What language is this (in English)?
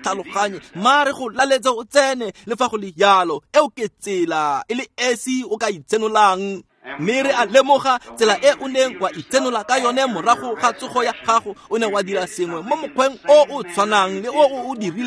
Tswana